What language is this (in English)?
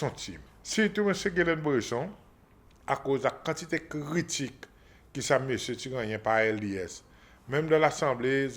Seselwa Creole French